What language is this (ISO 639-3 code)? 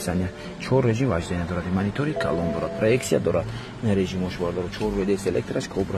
tgk